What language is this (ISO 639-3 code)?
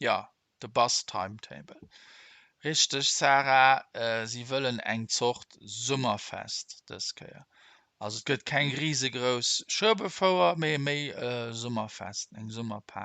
ltz